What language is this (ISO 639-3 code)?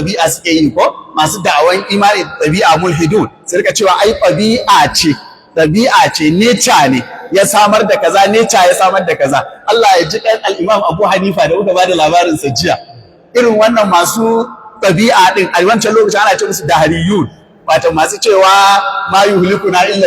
hau